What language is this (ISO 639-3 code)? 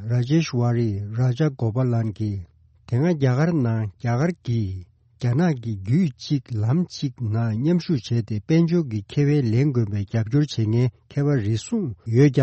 bod